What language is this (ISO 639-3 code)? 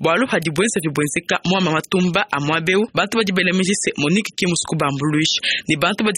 lua